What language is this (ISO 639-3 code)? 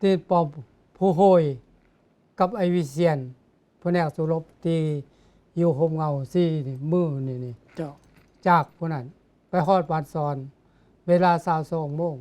lao